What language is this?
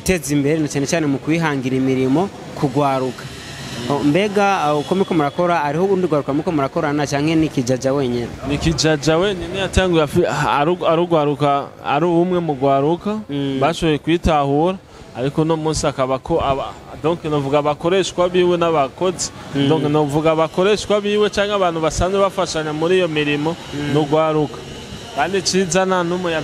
Rundi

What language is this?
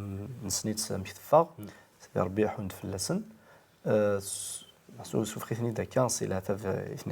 Kabyle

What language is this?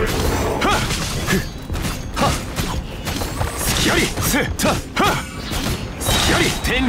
Japanese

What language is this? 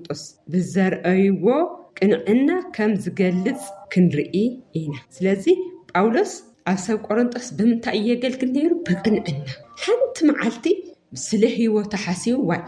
Tigrinya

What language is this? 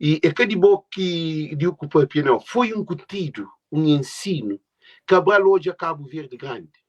Kabuverdianu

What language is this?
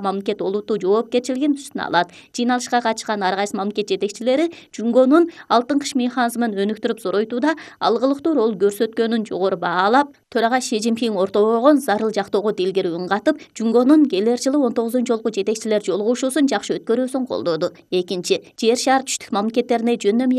Kyrgyz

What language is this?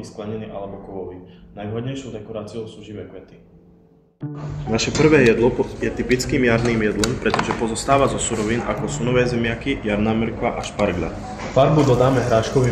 Slovak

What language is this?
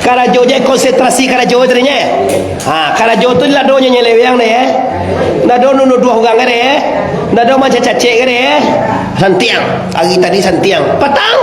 Minangkabau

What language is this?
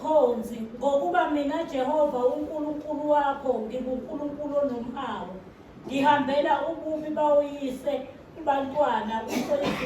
Zulu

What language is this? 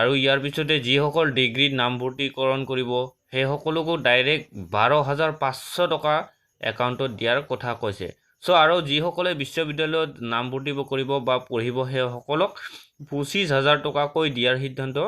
Assamese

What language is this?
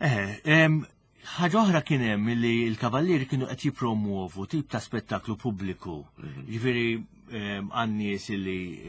Maltese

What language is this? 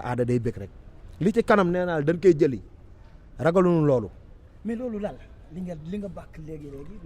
Wolof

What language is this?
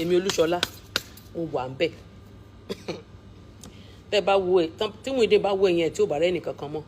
Yoruba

